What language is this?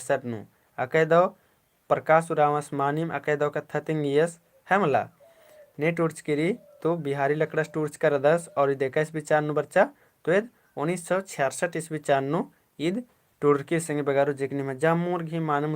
Kurukh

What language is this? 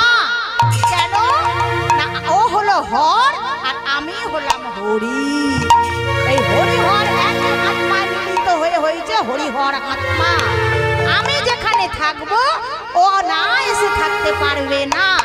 Bangla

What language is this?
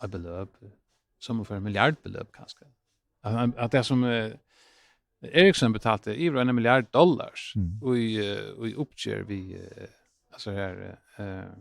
Faroese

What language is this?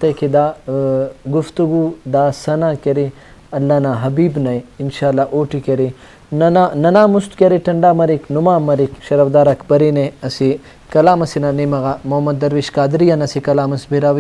Brahui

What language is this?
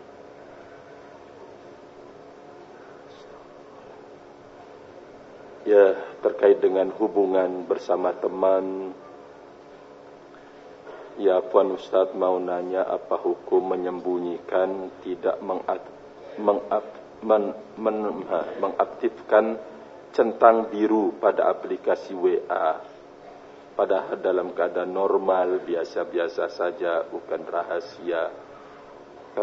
Indonesian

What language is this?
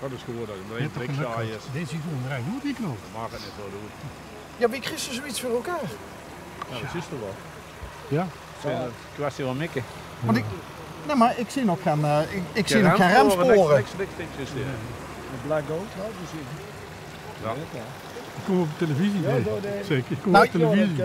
Limburgish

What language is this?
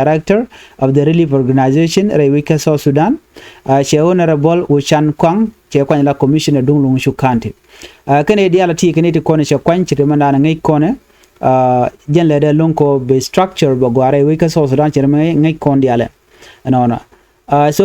Nuer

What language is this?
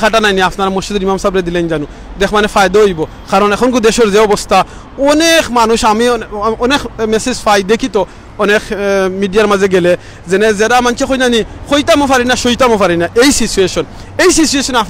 Sylheti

